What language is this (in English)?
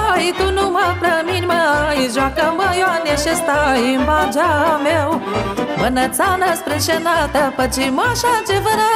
Romanian